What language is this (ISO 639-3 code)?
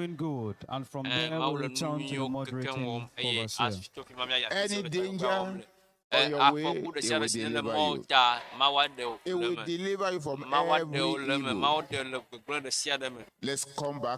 ewe